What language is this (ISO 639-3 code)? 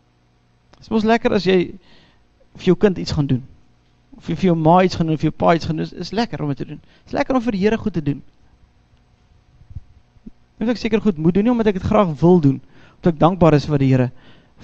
afr